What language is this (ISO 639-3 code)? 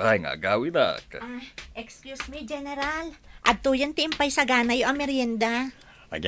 ilo